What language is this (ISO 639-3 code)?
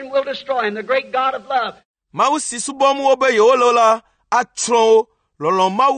ewe